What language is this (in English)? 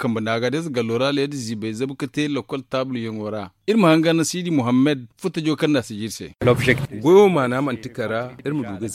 Zarma